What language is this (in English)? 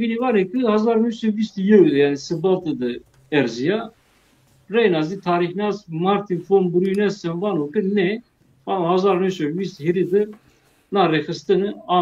Zaza